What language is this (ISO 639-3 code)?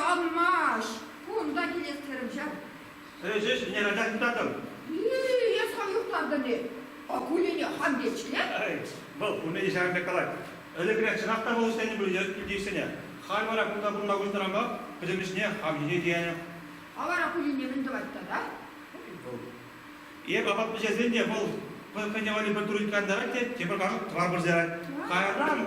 chv